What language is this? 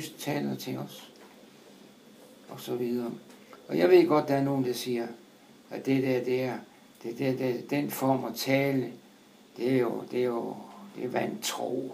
Danish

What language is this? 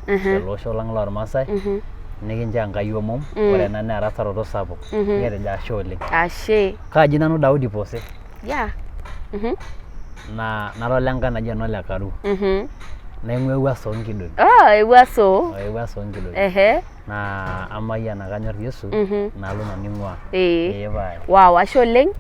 Masai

